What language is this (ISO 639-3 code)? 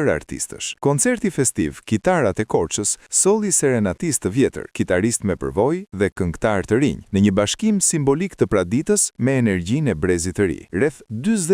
sqi